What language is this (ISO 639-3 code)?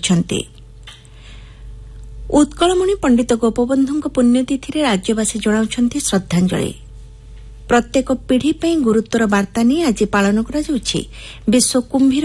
ori